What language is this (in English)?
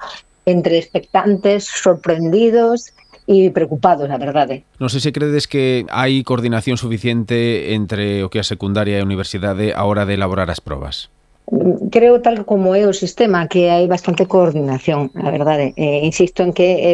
Galician